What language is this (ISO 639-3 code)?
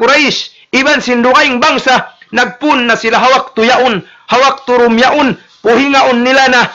tsg